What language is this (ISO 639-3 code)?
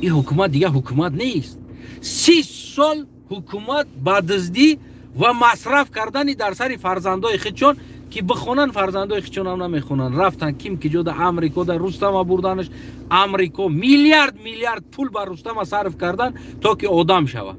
tgk